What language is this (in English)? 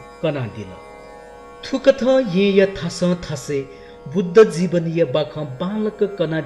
Newari